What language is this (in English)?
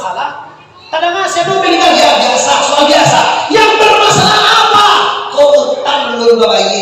Minangkabau